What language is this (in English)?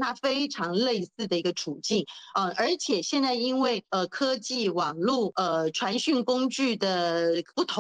Chinese